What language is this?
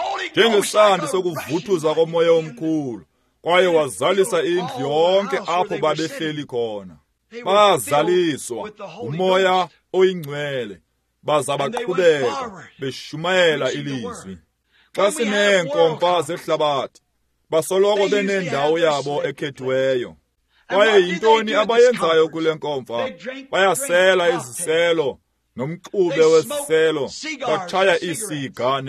Xhosa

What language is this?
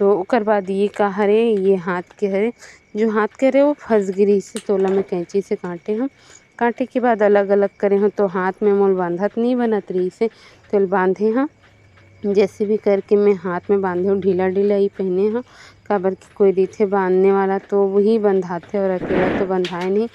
Chhattisgarhi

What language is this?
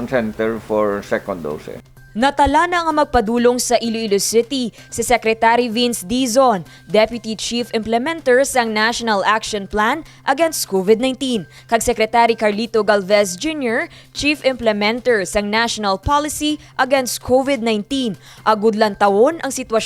Hiligaynon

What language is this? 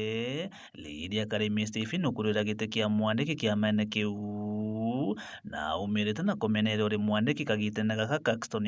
Meru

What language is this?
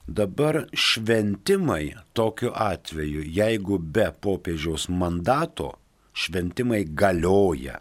Lithuanian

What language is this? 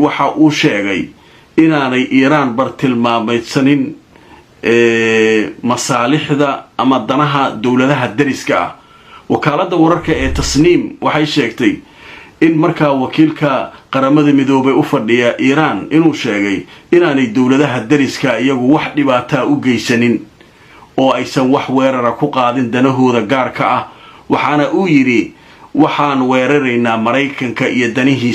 Somali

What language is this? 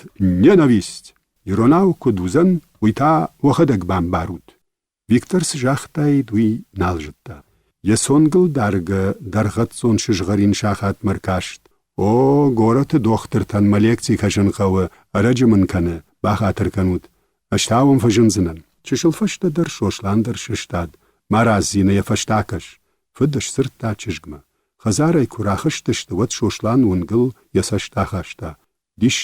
Ossetic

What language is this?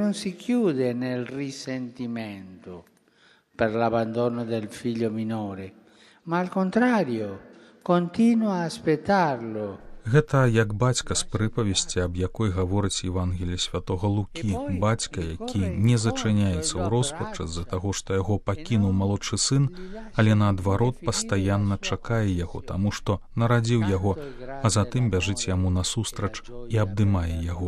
Belarusian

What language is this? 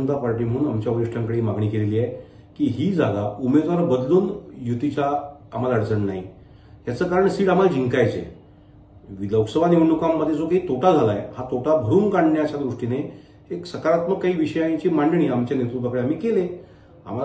Marathi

